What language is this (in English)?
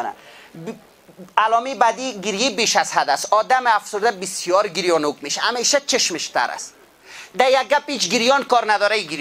Persian